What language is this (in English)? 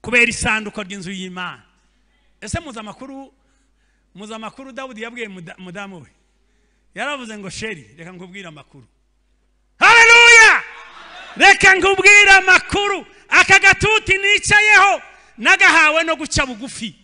Kinyarwanda